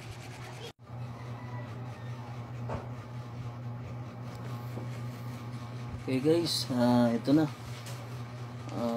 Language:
Filipino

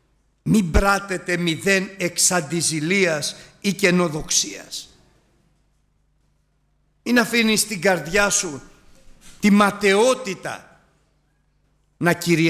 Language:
Greek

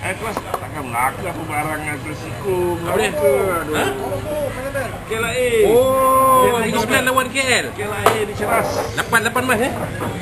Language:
Malay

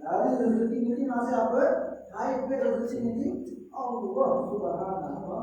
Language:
Sasak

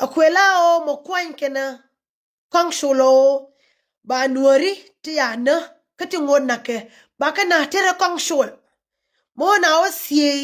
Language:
Nuer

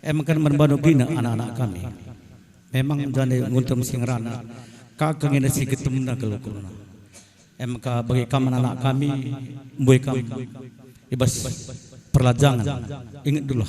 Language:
Batak Karo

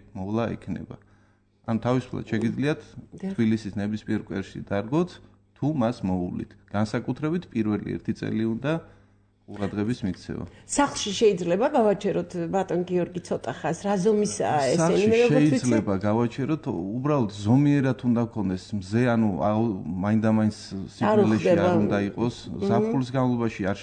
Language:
Georgian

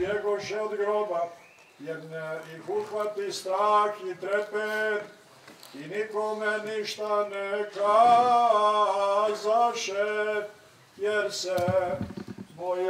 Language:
Serbian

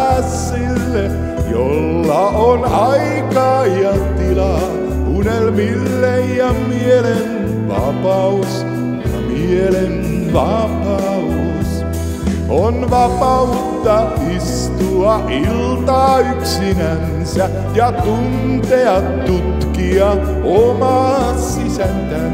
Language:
Finnish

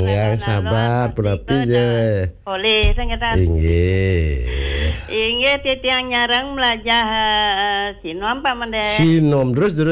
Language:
Balinese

